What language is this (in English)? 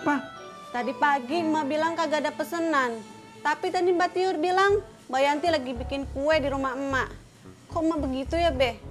Betawi